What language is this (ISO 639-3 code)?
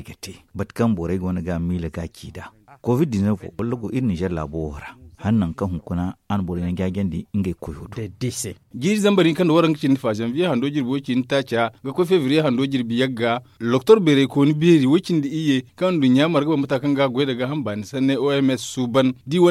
dje